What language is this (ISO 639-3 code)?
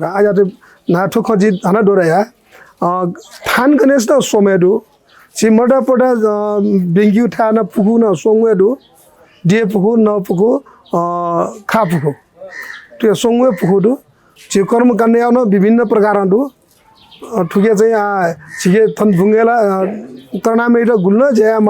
new